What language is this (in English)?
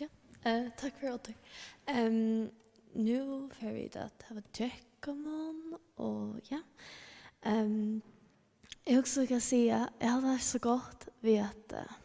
Faroese